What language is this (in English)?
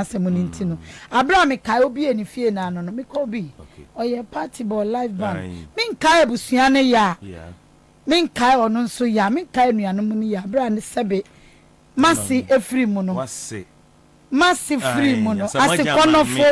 Akan